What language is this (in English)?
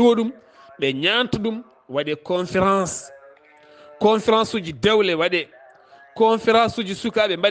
Fula